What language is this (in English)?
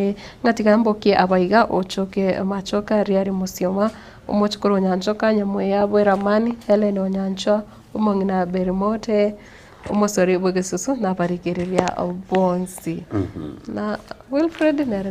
Gusii